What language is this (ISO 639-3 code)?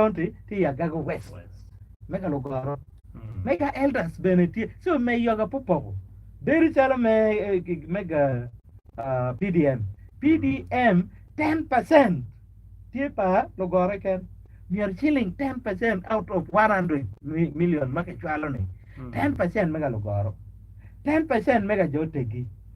ach